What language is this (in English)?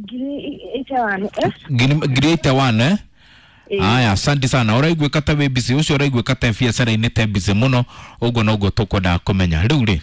Kikuyu